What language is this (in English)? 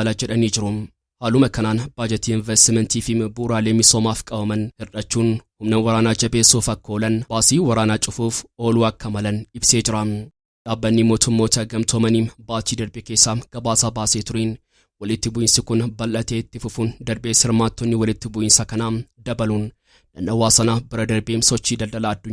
Oromo